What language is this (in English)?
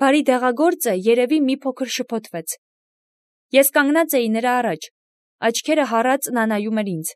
Armenian